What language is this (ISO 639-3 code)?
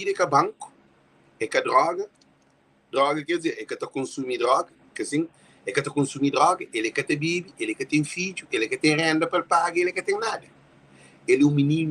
kea